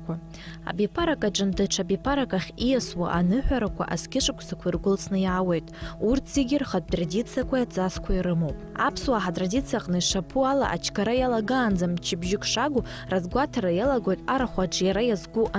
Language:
Abkhazian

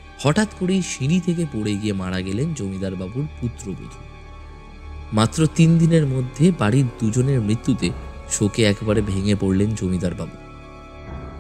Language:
Bangla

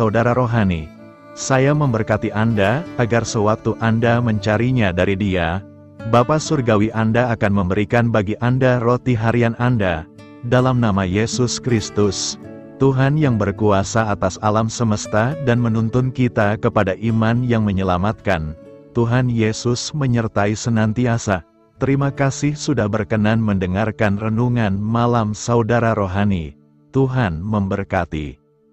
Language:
Indonesian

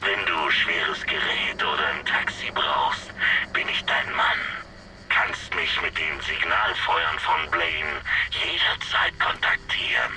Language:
Bavarian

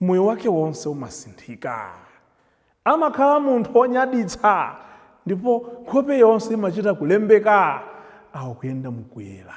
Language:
Nyanja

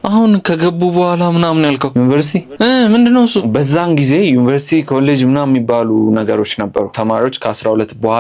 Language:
Amharic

